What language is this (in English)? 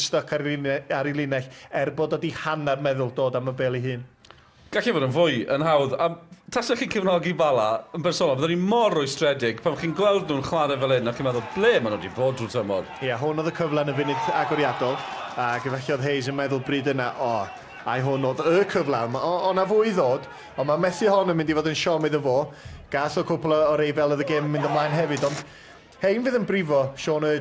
Welsh